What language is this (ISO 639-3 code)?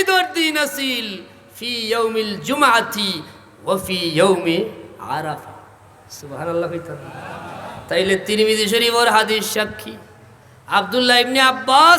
syl